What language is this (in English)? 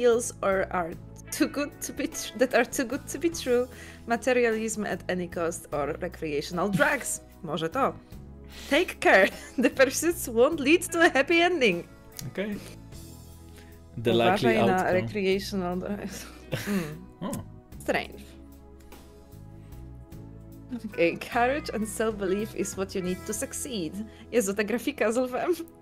Polish